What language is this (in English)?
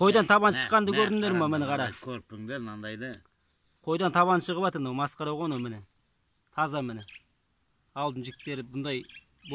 Kazakh